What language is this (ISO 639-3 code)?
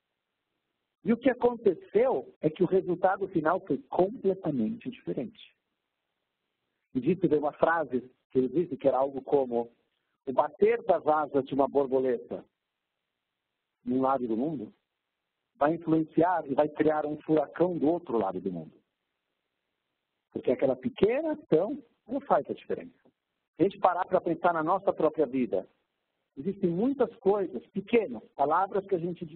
por